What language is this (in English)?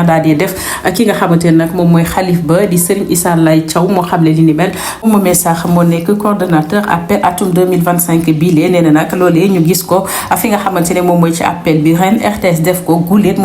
Wolof